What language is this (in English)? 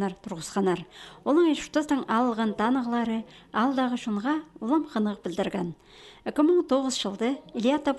Khakas